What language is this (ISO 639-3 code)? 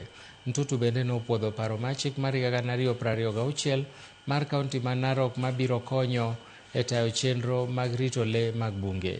luo